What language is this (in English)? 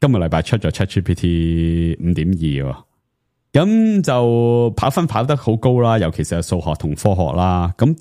Cantonese